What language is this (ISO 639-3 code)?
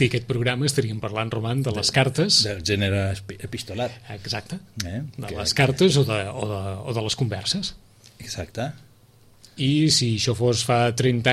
cat